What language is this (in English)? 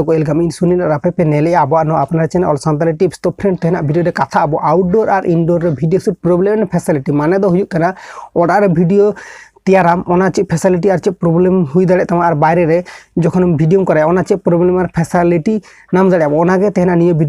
Santali